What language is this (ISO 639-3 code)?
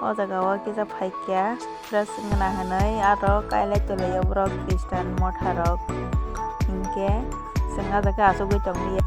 trp